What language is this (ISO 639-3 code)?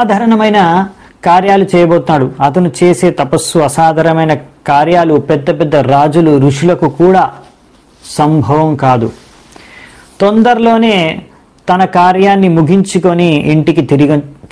tel